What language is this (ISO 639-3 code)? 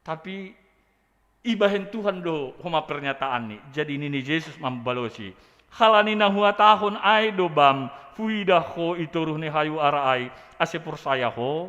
bts